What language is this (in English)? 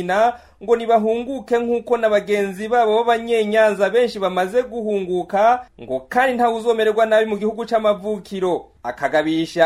Rundi